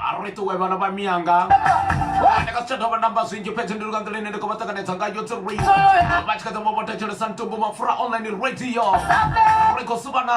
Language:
Venda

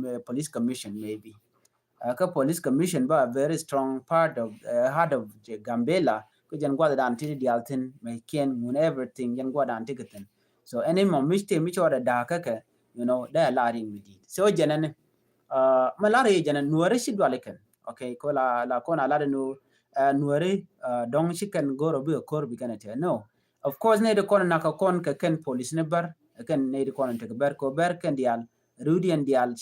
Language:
Nuer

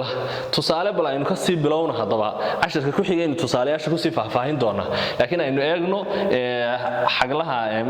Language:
Somali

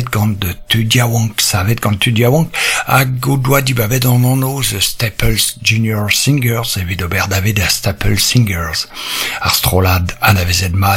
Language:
Breton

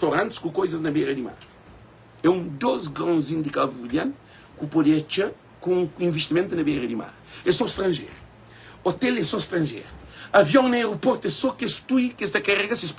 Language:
Kabuverdianu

